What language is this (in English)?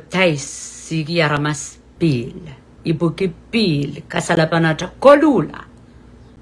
Pohnpeian